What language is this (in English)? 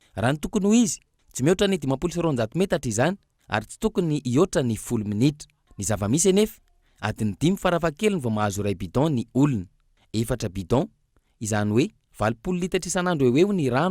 Malagasy